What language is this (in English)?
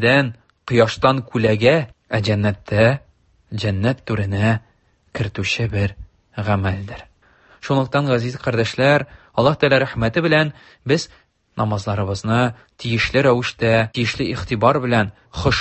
Tatar